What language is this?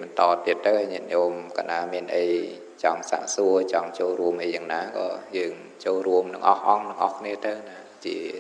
Khmer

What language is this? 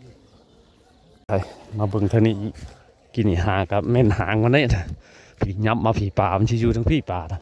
Northeastern Thai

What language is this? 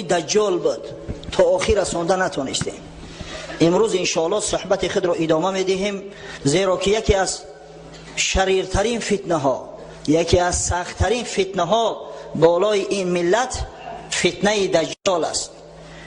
Tajik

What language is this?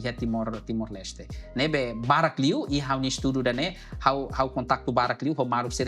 Tetum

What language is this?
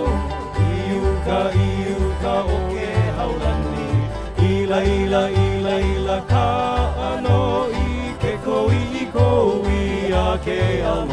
Hawaiian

